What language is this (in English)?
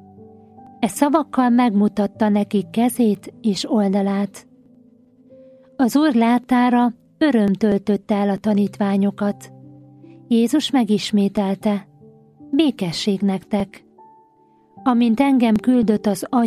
Hungarian